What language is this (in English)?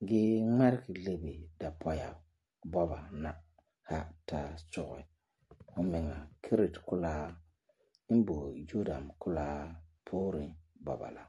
Frafra